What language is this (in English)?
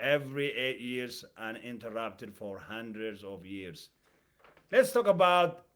English